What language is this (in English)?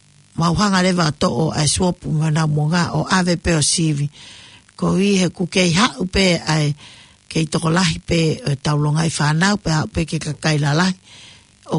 Tongan